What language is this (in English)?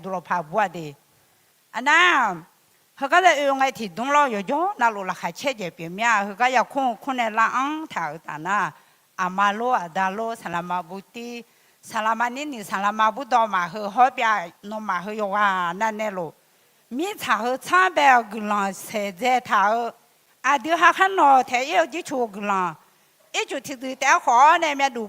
Akha